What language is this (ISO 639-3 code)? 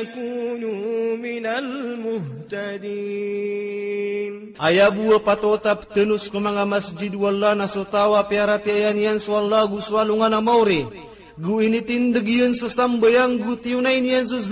mrw